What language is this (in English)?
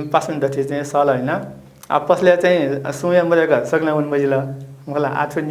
Newari